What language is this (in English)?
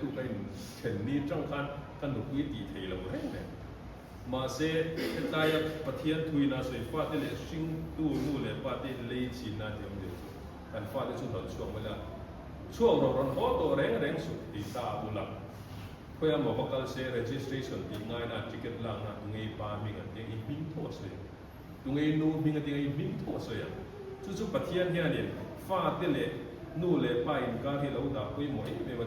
Mizo